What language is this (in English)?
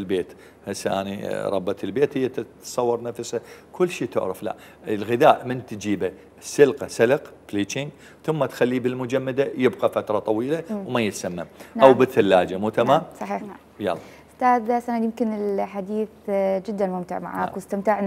Mesopotamian Arabic